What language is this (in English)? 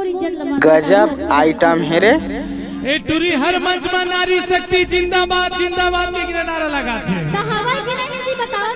Chhattisgarhi